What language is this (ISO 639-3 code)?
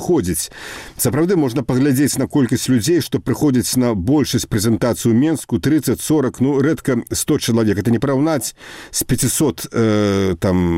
bel